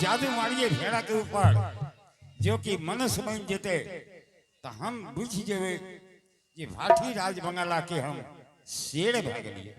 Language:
Angika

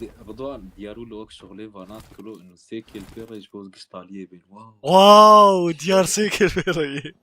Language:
Kurdish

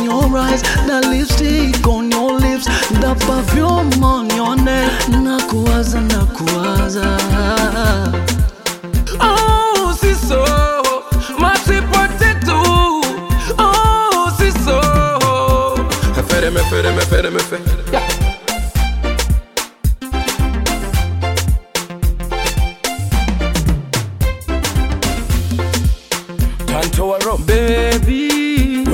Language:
Swahili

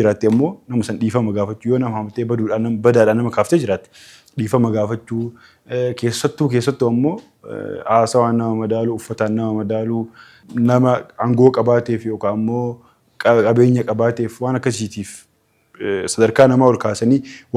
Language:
Oromo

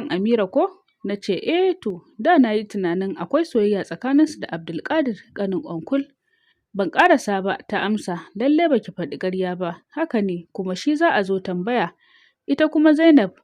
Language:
Hausa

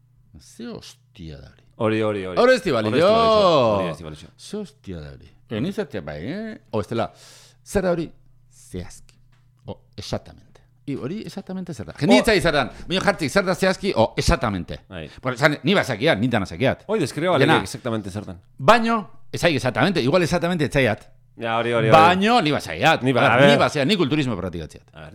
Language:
Basque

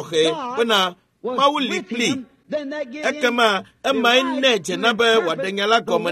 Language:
Ewe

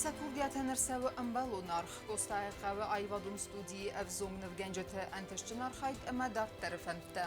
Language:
Ossetic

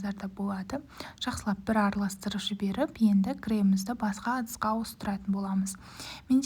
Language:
Kazakh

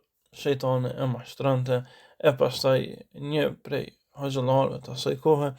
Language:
Albanian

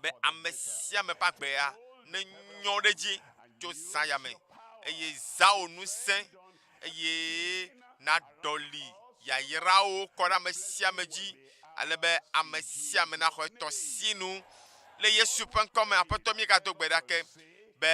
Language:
Ewe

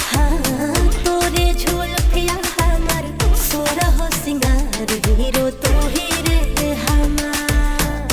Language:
Magahi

